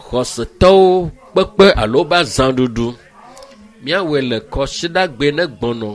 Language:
Ewe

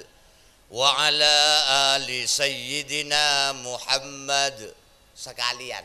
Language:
Madurese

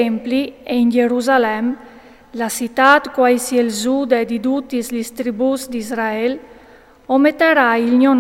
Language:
Friulian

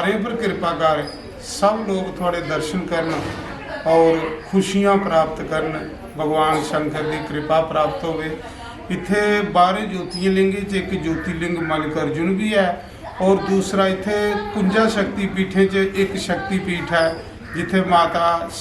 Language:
Dogri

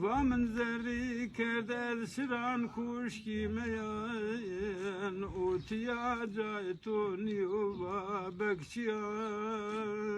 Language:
Zaza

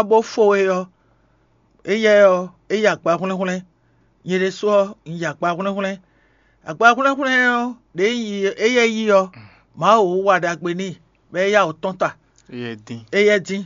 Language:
Fon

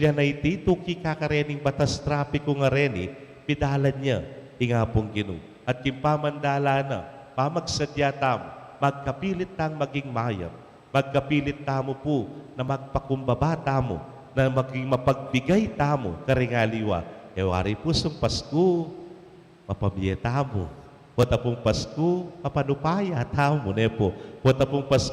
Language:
Pampanga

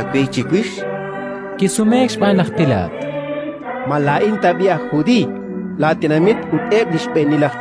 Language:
Kekchí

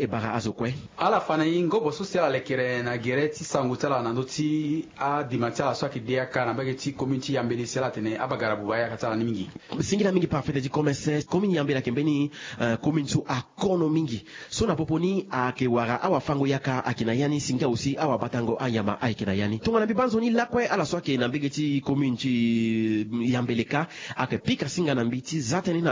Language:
Sango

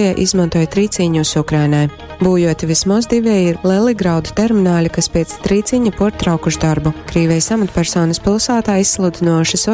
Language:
Latgalian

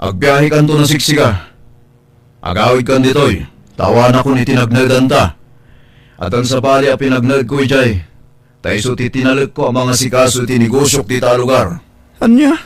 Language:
Iloko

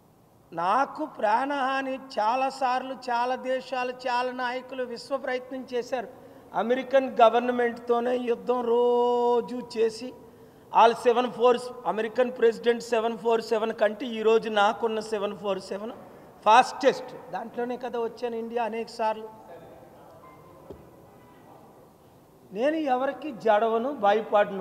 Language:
Telugu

